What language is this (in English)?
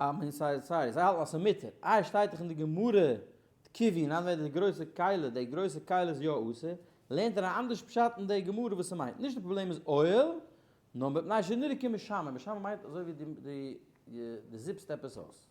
Yiddish